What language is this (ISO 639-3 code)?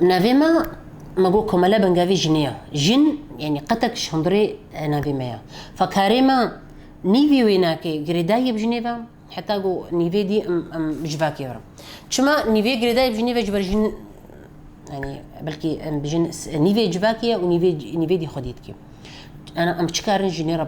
kur